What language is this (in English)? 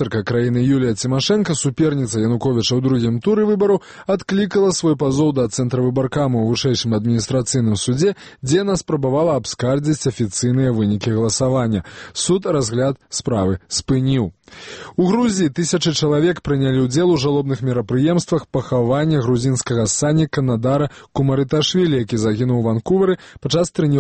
Belarusian